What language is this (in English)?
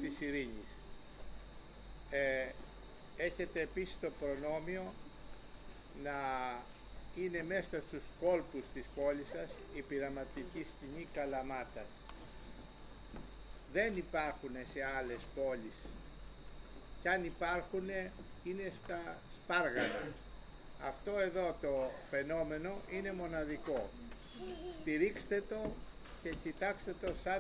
Greek